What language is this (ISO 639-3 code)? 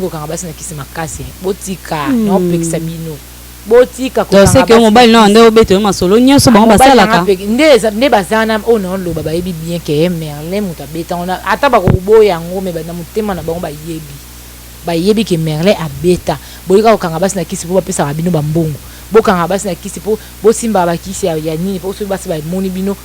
lin